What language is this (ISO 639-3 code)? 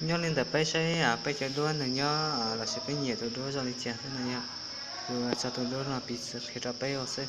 hmn